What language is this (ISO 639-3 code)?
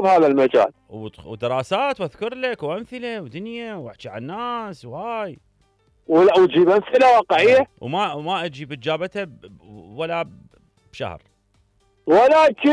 acm